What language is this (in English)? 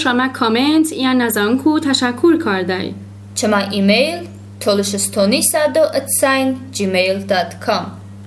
Talysh